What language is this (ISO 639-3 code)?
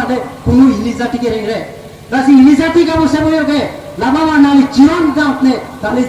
mjw